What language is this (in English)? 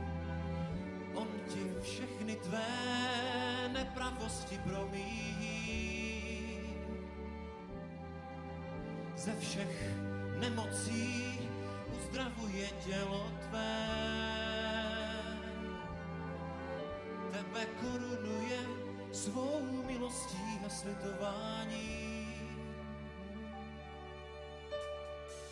Czech